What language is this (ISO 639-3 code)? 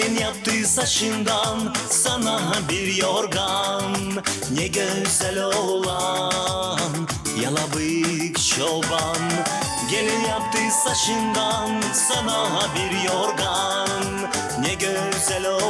gag